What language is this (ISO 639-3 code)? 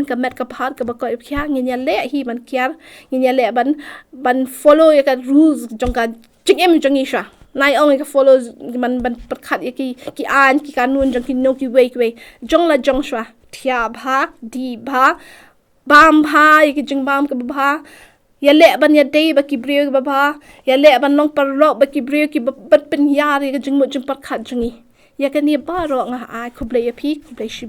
kha